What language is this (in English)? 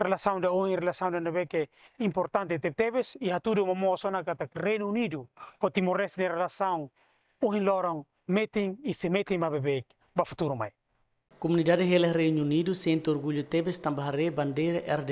Tetum